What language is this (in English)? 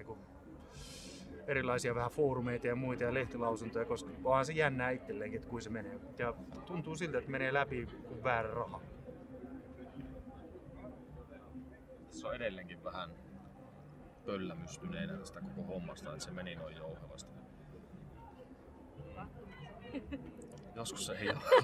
Finnish